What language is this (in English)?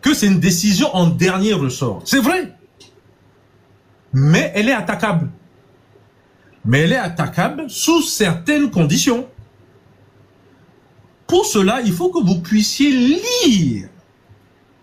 French